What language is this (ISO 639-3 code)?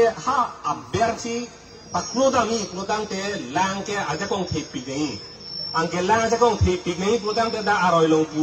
mjw